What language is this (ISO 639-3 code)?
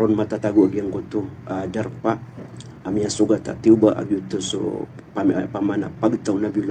mrw